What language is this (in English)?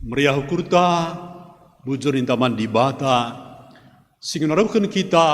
Batak Karo